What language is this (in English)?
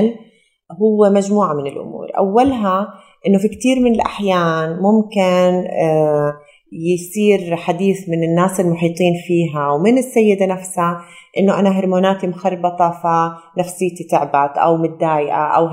North Levantine Arabic